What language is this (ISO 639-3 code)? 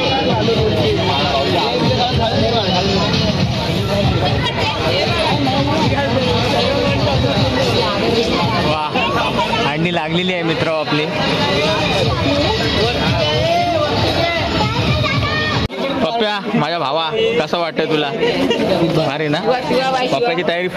mar